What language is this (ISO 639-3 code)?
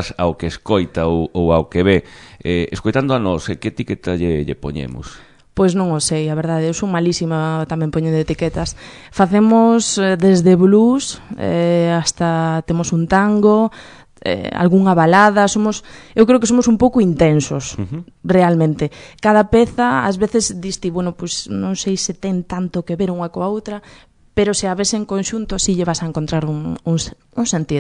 glg